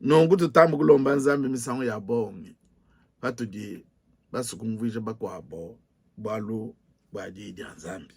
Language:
Luba-Lulua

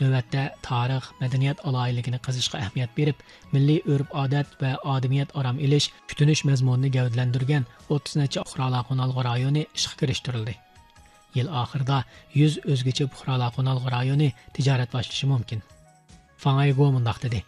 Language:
Uyghur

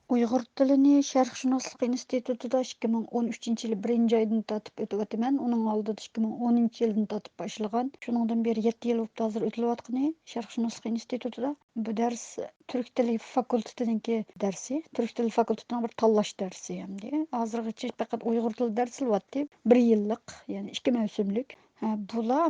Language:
Uyghur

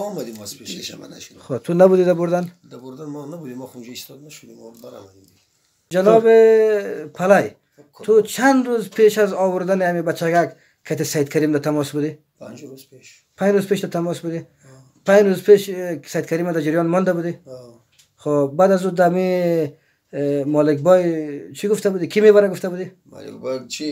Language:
Persian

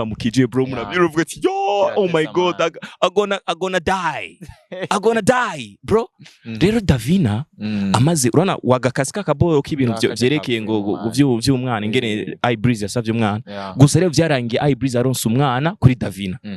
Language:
Rundi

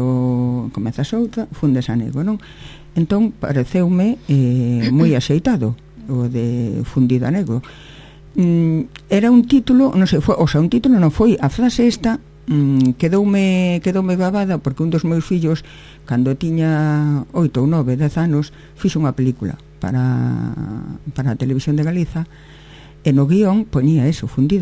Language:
Galician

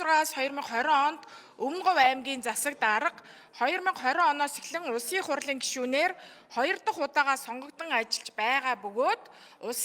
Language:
Mongolian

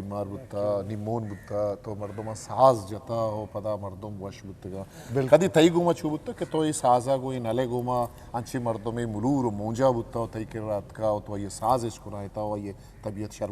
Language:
Eastern Balochi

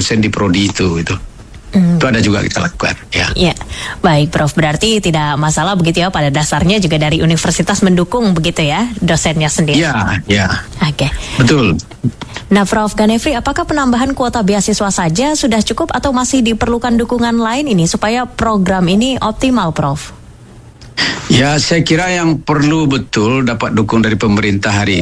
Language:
Indonesian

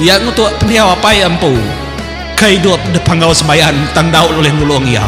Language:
Iban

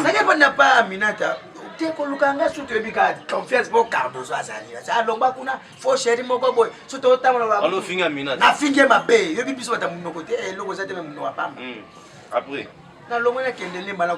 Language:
Lingala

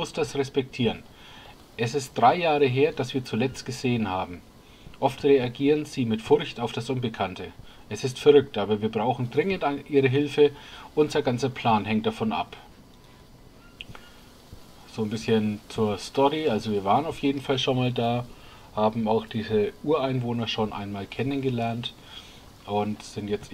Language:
German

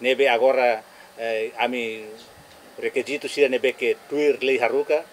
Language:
Tetum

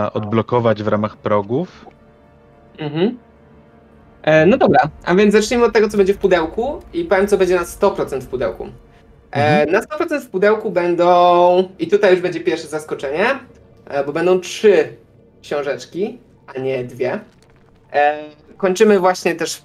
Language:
Polish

